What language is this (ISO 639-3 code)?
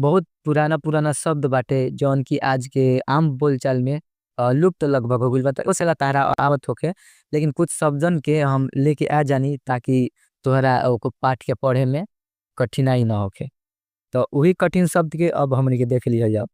bho